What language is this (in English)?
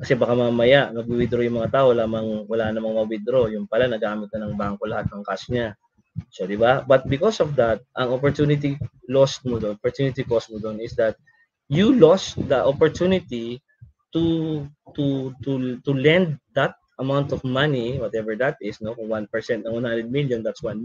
Filipino